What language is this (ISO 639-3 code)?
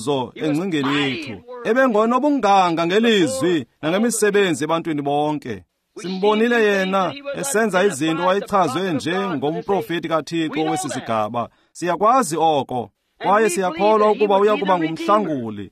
xho